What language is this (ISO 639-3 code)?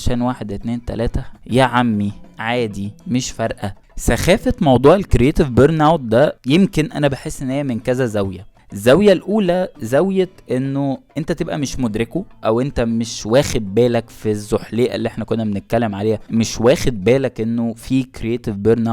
arz